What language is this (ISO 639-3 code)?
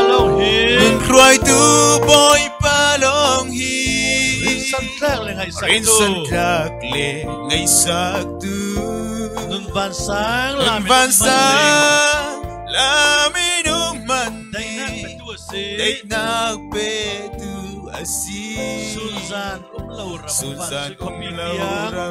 cfm